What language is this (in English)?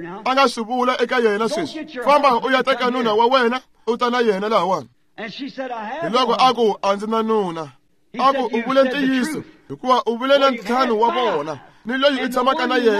Tsonga